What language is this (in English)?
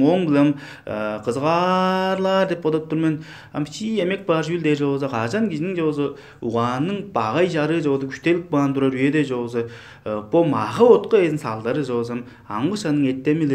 Tuvinian